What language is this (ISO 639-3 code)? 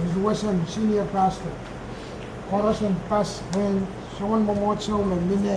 pon